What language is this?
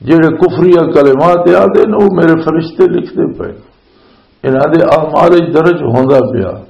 Western Panjabi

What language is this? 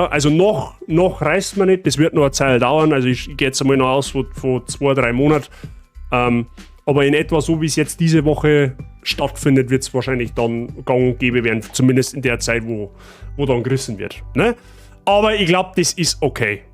Bavarian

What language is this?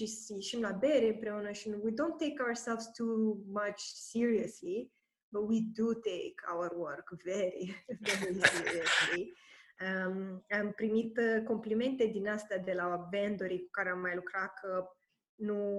Romanian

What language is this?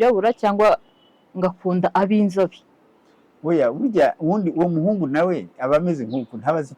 Kinyarwanda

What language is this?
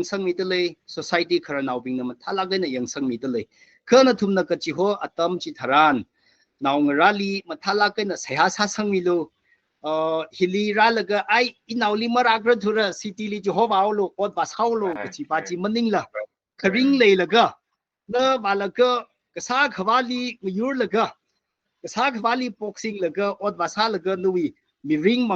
Tangkhul Naga (India)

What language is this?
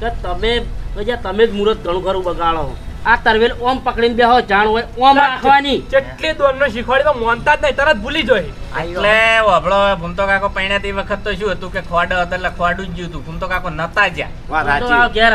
Gujarati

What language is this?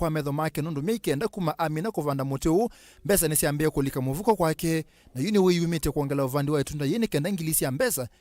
Kamba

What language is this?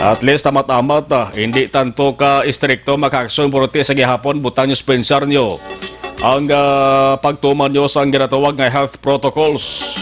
Hiligaynon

